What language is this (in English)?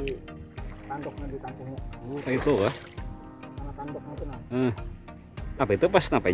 Banjar